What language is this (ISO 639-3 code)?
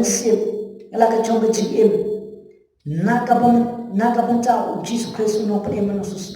kha